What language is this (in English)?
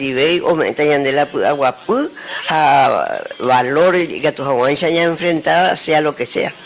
Guarani